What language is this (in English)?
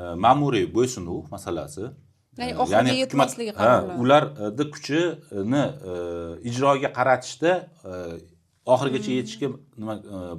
Uzbek